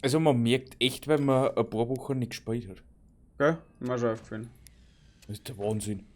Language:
Bavarian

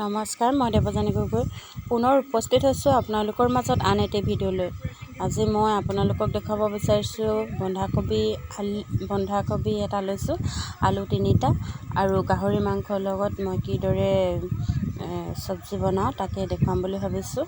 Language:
Assamese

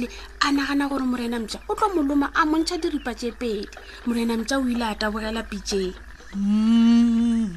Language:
Northern Sotho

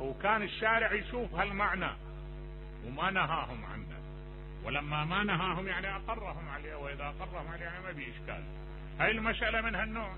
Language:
Mesopotamian Arabic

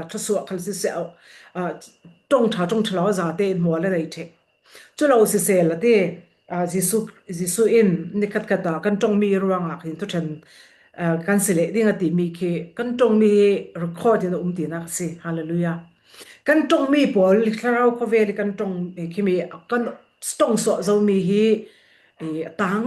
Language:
Falam Chin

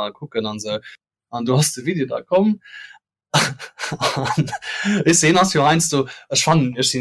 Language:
Luxembourgish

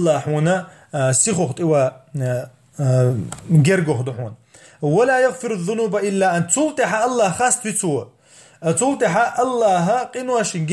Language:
Chechen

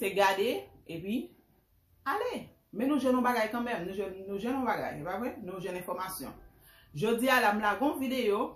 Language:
Haitian Creole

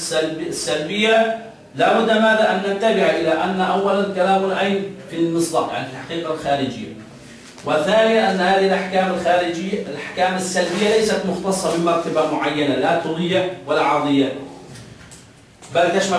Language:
Arabic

